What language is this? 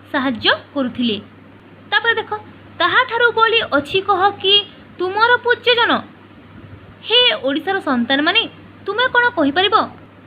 Odia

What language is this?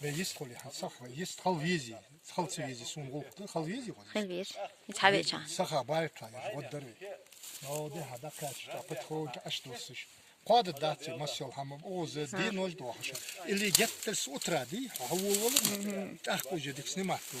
Chechen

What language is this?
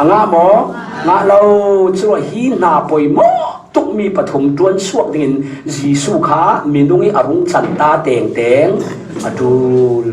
Falam Chin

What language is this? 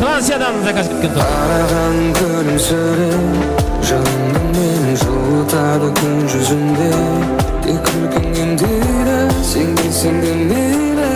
Kara-Kalpak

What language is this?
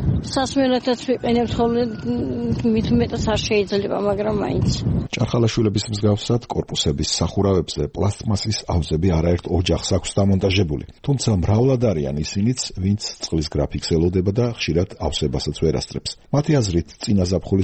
Georgian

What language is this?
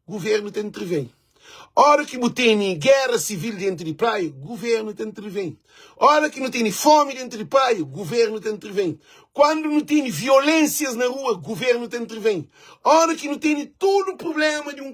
Kabuverdianu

